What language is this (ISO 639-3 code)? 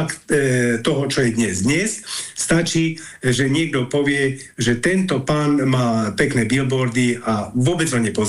slk